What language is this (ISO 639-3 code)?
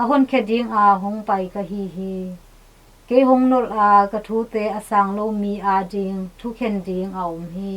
ctd